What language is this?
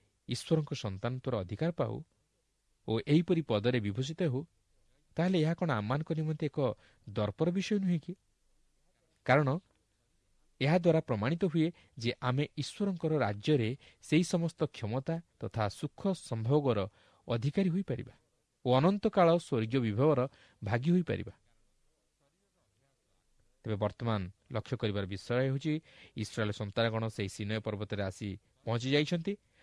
Odia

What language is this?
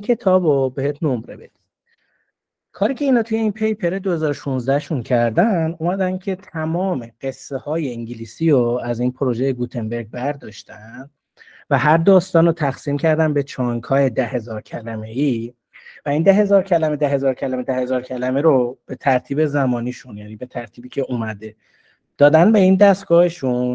Persian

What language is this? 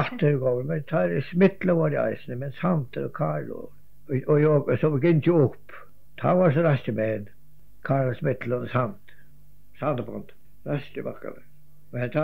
Faroese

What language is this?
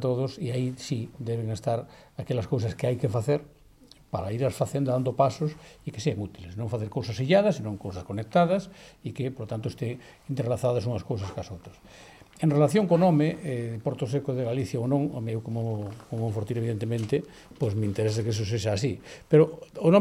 Galician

